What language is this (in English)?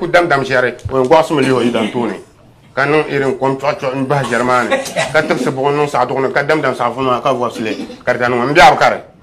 Dagbani